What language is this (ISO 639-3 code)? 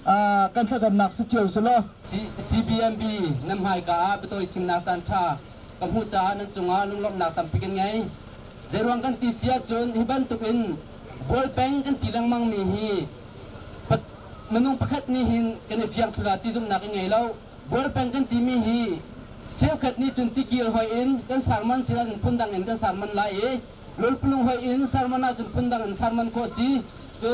cnh